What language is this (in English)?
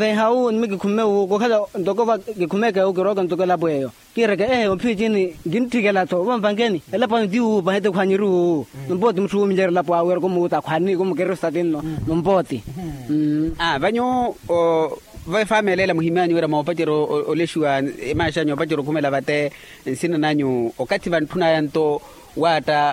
Makhuwa